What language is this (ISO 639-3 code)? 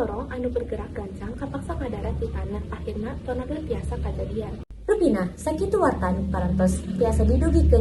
sun